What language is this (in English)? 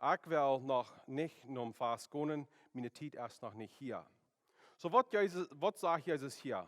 Plautdietsch